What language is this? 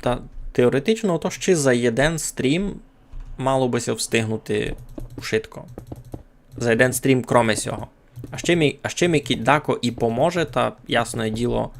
Rusyn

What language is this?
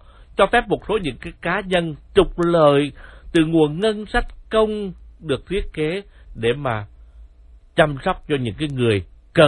Vietnamese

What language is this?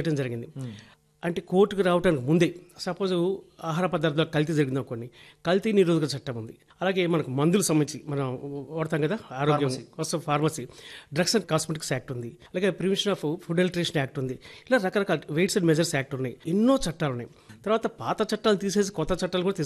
Telugu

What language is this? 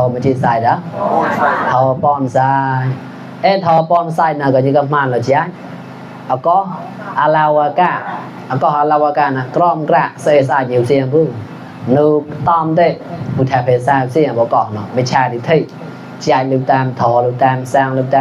Mon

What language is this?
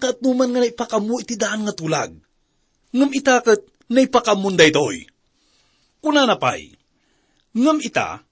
Iloko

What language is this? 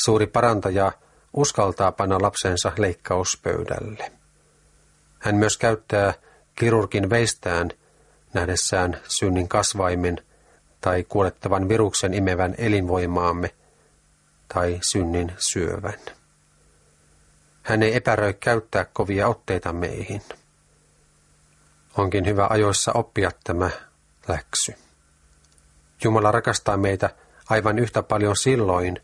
Finnish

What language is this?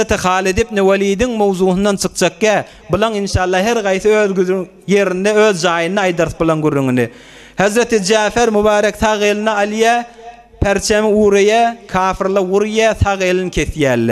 Turkmen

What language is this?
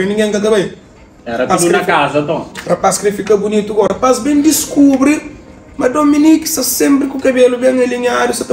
Kabuverdianu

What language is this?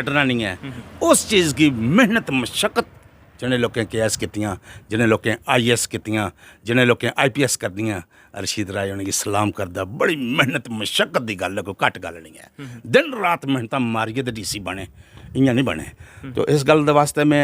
Dogri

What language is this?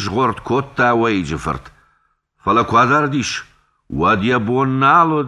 Ossetic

